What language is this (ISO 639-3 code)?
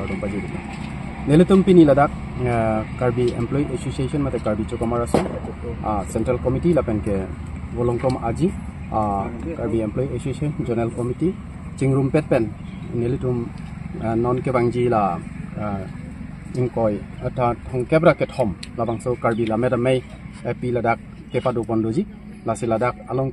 mjw